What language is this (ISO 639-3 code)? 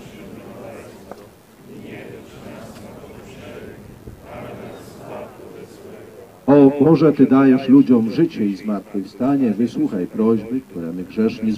pol